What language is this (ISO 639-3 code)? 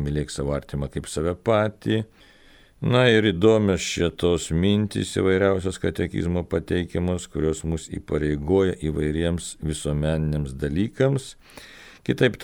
lit